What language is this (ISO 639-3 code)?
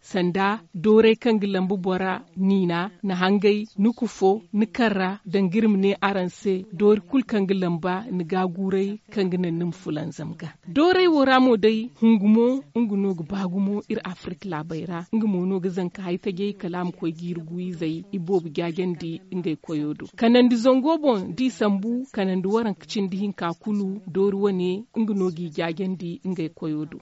dje